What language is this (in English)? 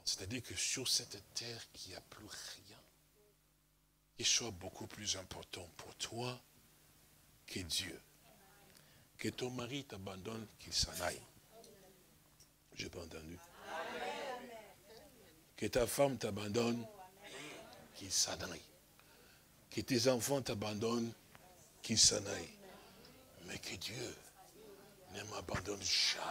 French